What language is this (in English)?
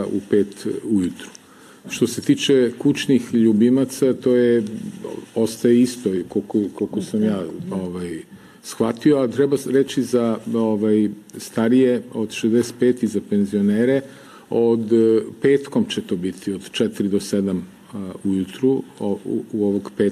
Serbian